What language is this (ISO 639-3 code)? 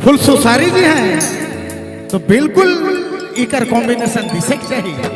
sck